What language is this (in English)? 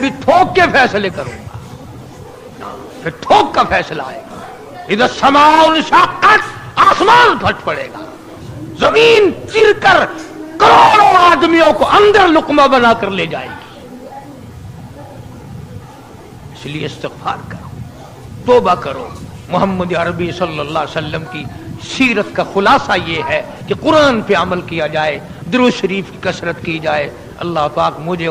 Urdu